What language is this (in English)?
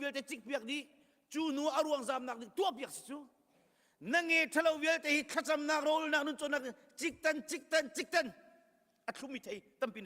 Hakha Chin